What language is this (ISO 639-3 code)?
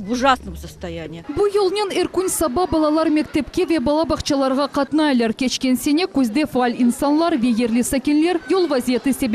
crh